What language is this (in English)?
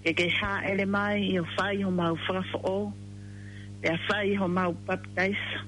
Tongan